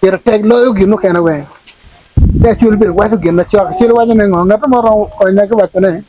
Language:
Acoli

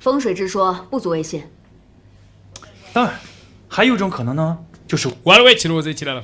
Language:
Ganda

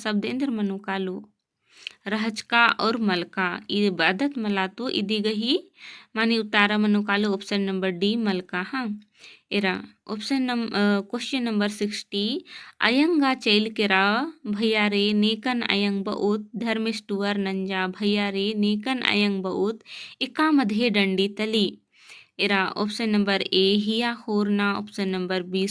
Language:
Kurukh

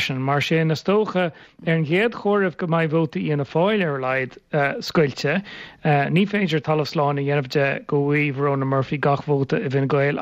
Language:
Irish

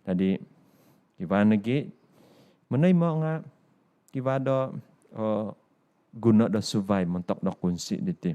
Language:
Central Dusun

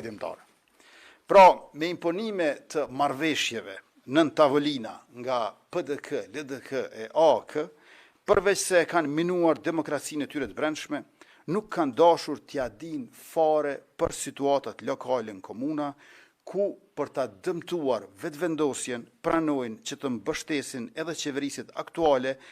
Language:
Albanian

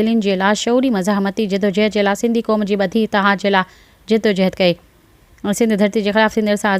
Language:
Sindhi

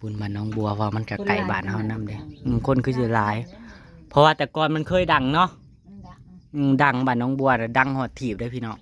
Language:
Northeastern Thai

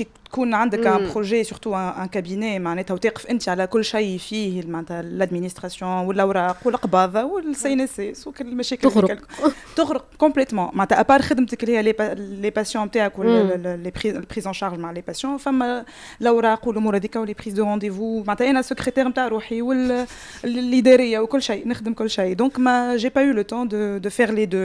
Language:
Tunisian Arabic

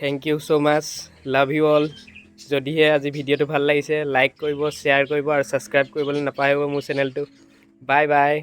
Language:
Assamese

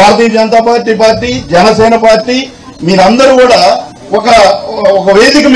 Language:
Telugu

